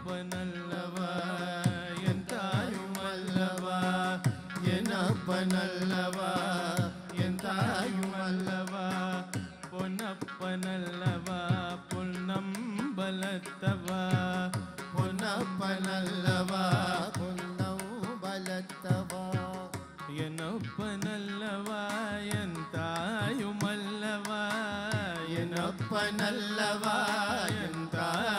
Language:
Tamil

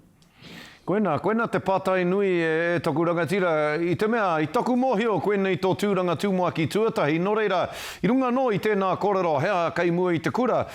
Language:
Māori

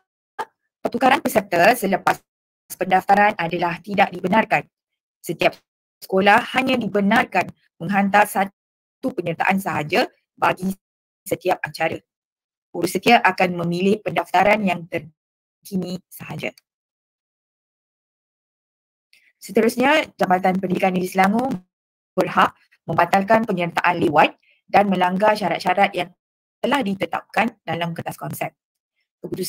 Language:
Malay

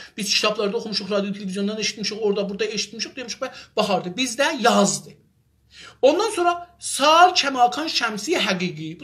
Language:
South Azerbaijani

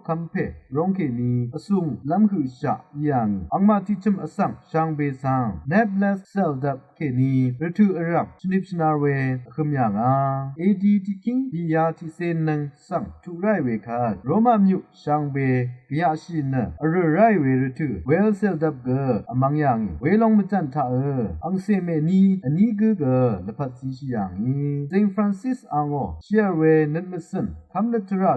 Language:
Rawang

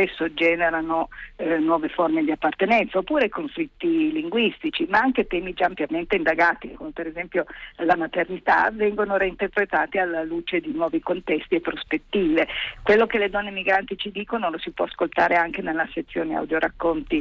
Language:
Italian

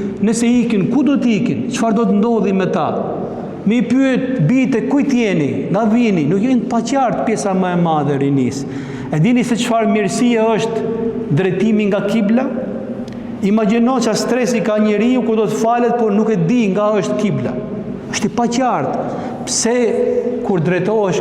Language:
Albanian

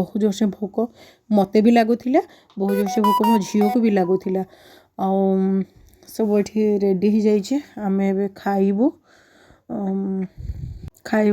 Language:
Odia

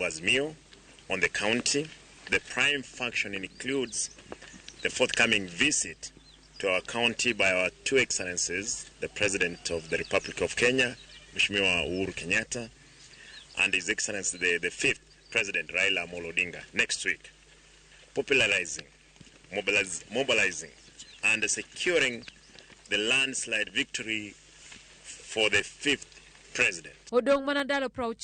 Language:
Luo (Kenya and Tanzania)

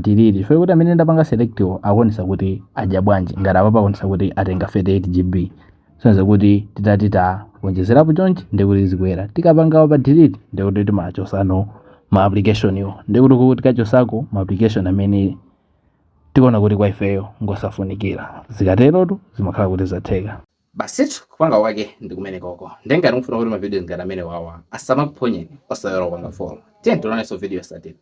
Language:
Nyanja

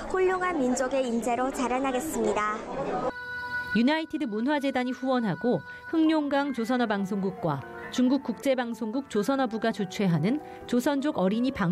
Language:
Korean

